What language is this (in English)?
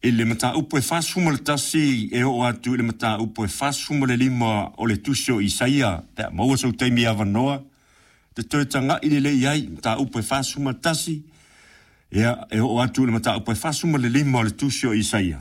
Samoan